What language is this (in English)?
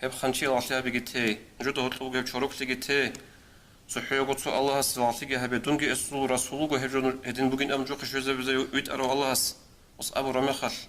Avaric